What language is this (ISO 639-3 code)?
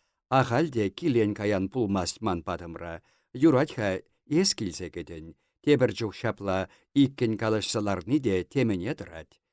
chv